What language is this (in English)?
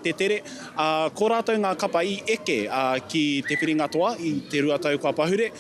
Māori